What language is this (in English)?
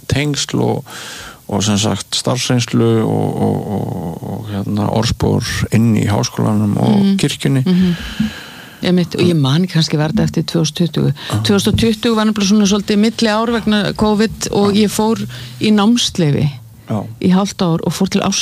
Icelandic